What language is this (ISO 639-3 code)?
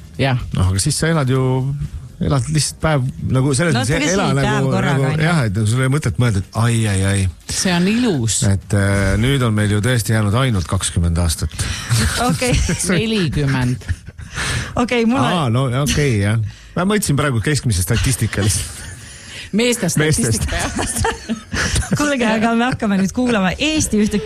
est